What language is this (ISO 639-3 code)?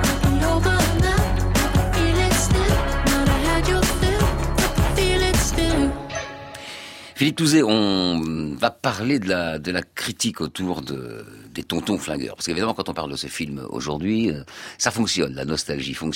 fra